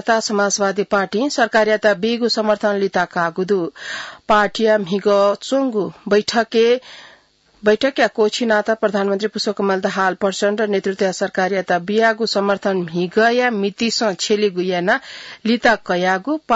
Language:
Newari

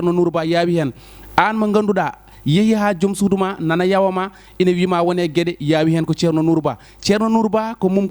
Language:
Fula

